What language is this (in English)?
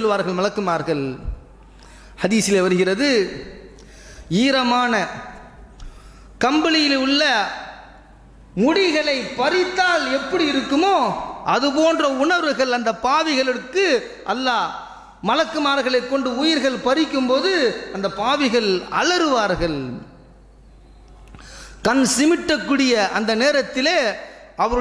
Tamil